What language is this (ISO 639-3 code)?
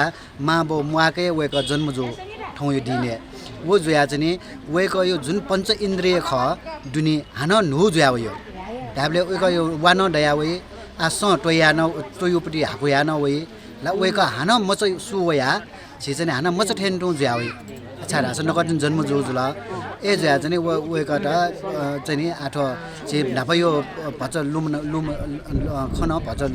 new